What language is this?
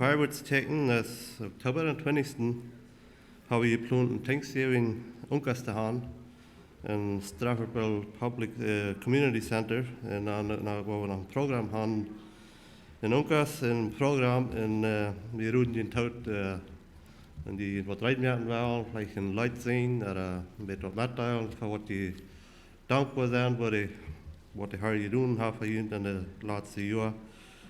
Plautdietsch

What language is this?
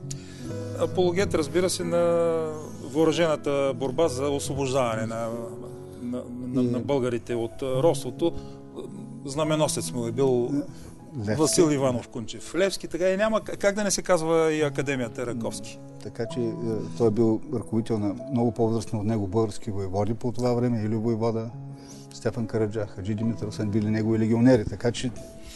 Bulgarian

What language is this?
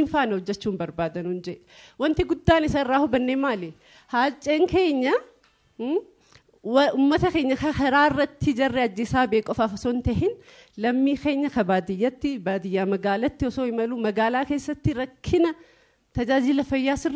Oromo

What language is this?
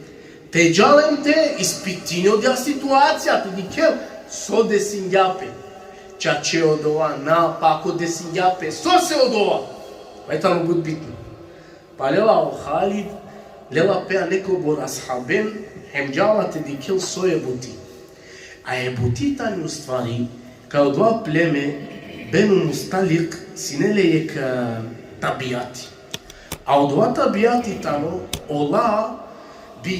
Balkan Romani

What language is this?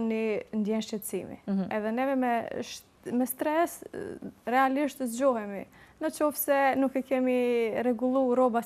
Albanian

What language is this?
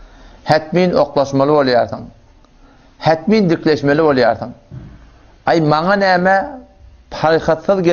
Turkmen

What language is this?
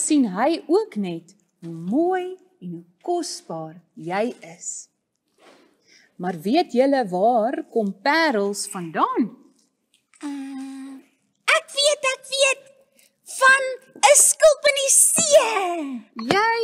Afrikaans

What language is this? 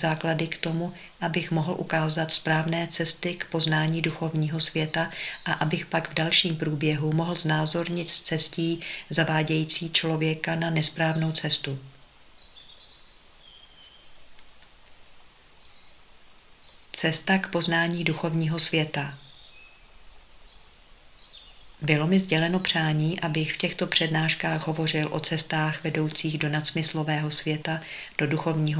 Czech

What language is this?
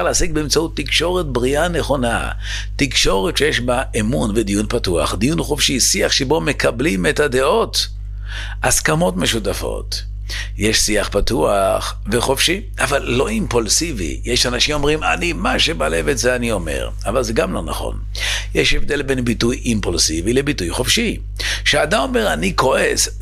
Hebrew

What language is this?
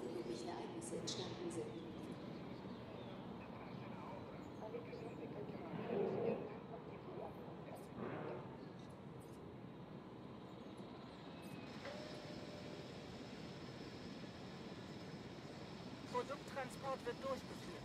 German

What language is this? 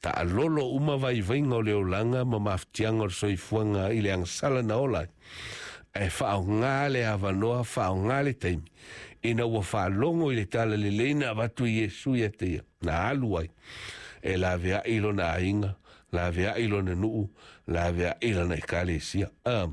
Samoan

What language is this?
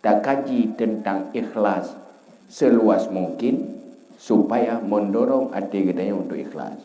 Achinese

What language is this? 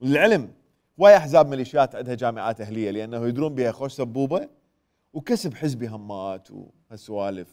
Mesopotamian Arabic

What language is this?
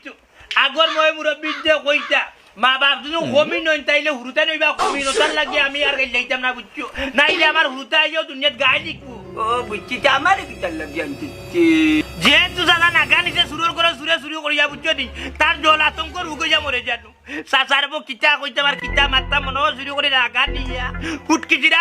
Sylheti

